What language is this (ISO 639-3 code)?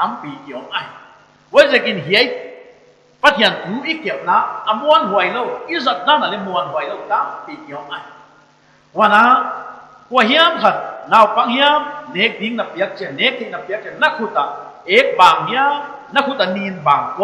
pck